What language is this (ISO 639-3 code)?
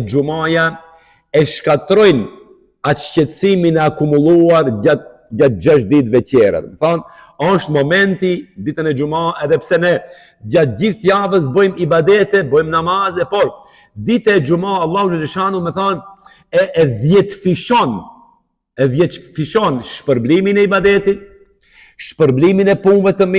sqi